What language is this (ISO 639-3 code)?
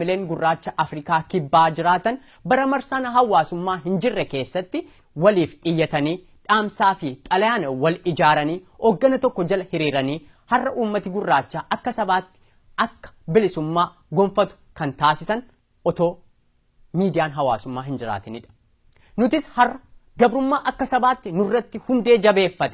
orm